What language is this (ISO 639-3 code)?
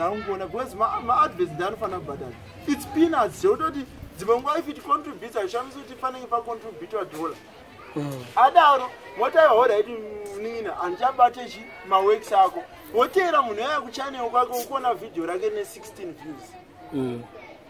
sna